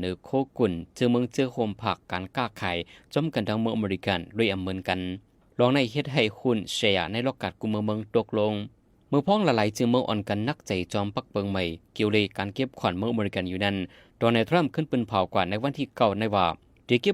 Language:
Shan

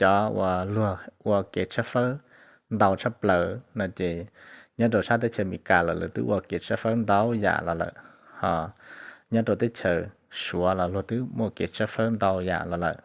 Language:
Hmong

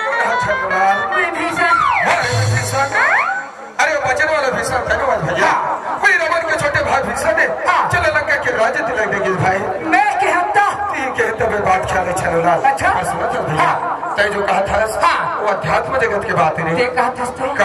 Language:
Chhattisgarhi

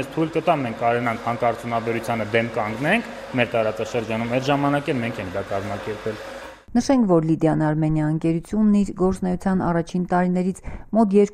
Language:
Armenian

